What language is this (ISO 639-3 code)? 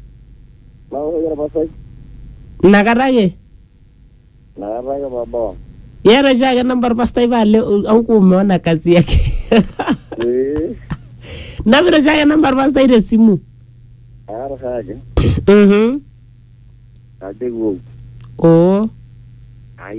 swa